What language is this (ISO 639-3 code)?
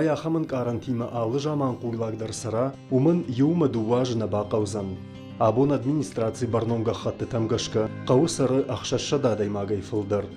oss